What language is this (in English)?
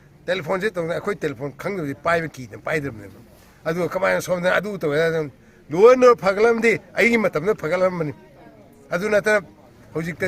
Vaiphei